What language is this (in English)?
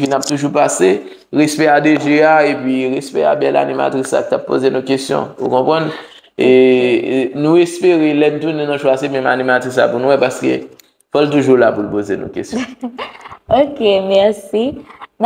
Haitian Creole